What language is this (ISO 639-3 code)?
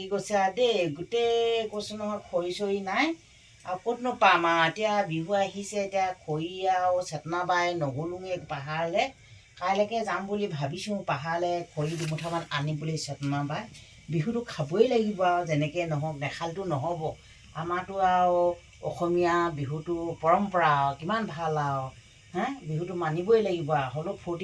asm